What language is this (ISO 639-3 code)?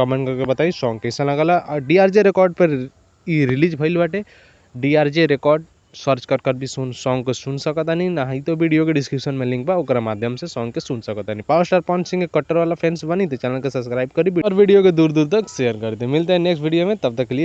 bho